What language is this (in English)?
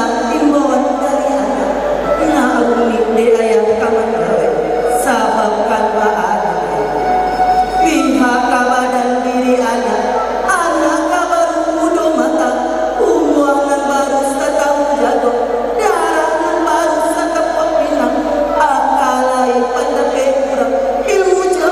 Minangkabau